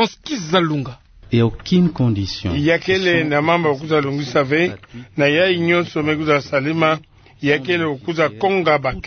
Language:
Kituba (Democratic Republic of Congo)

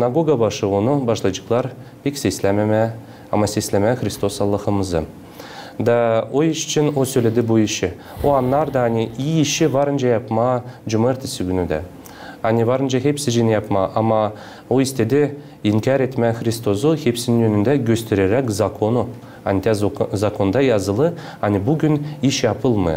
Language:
Gagauz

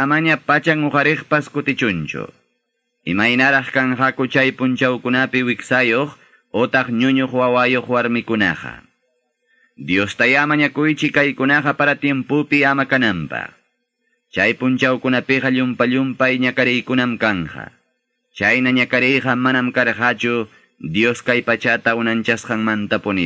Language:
Ayacucho Quechua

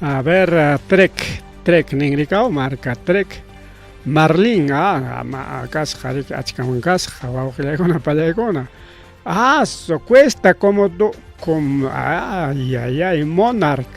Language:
Ayacucho Quechua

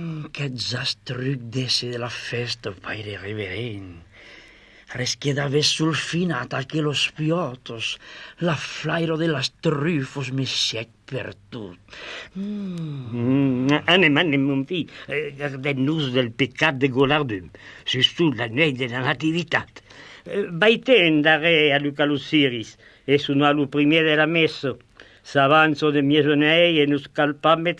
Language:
Occitan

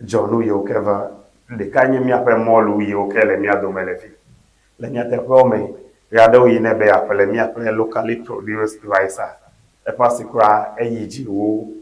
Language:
Ewe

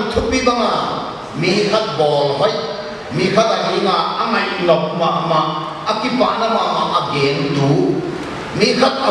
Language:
Paite Chin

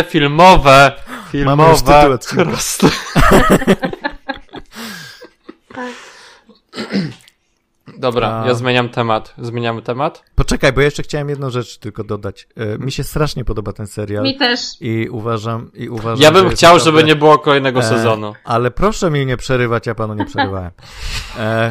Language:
Polish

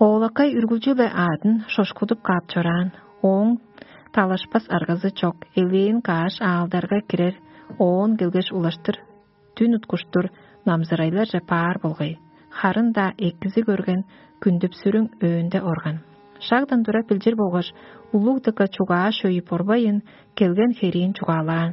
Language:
Tuvinian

